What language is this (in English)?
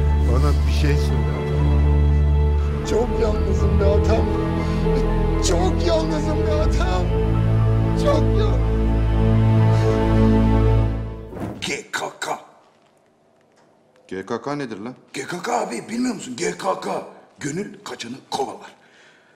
Turkish